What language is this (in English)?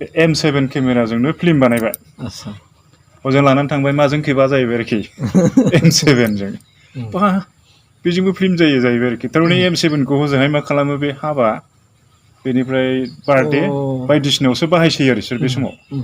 Bodo